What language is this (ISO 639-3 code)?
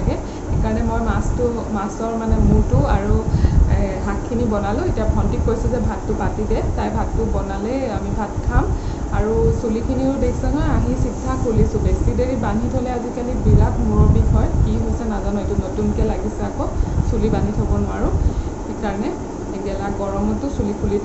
asm